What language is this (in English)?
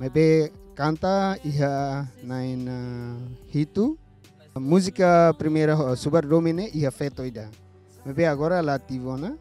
Tetum